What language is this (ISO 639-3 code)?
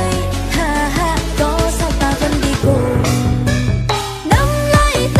vie